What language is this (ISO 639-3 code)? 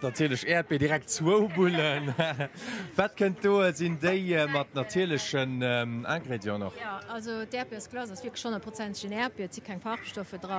ltz